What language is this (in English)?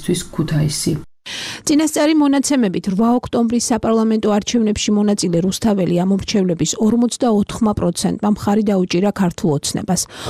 Georgian